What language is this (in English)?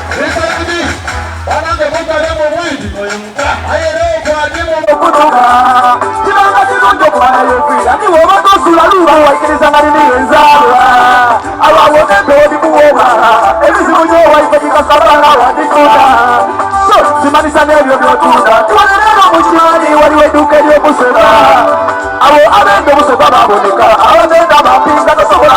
Soga